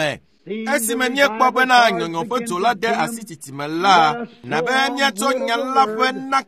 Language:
Ewe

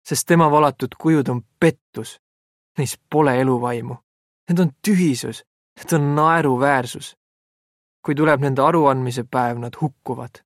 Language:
Estonian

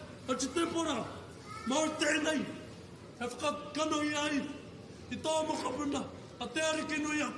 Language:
Māori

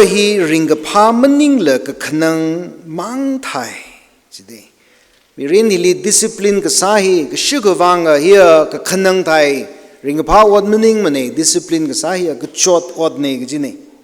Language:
Tangkhul Naga (India)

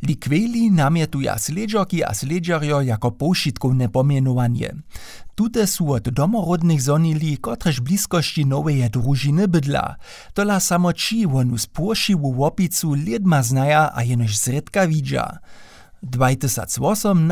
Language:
Upper Sorbian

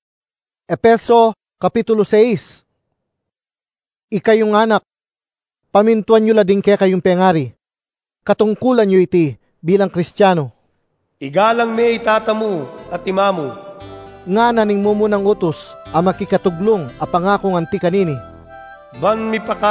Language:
Pampanga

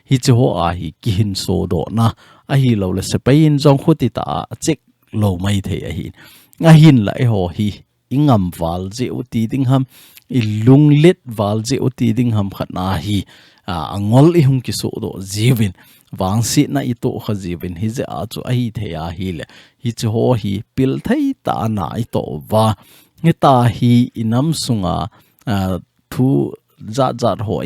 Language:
Thado Chin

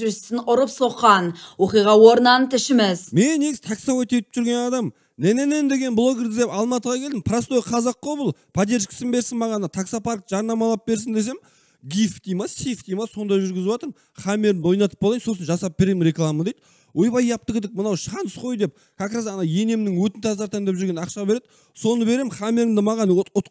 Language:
Kazakh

